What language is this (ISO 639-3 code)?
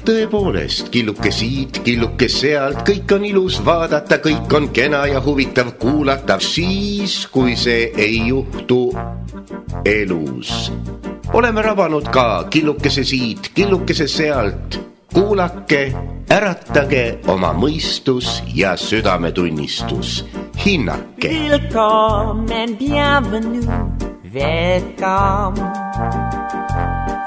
est